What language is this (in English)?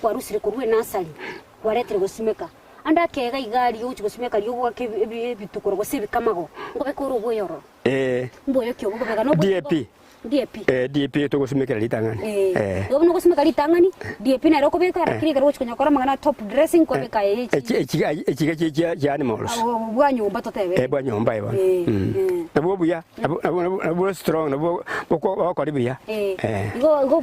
Gusii